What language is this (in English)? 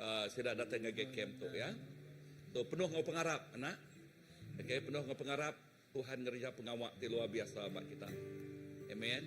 Iban